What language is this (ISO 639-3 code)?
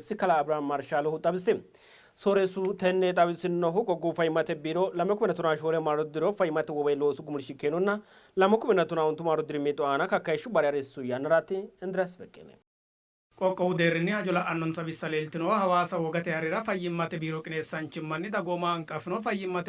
sid